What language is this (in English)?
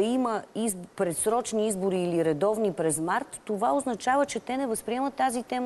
Bulgarian